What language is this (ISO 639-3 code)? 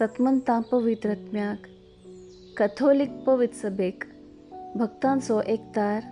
kok